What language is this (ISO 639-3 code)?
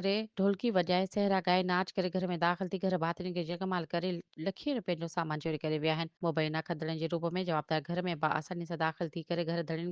snd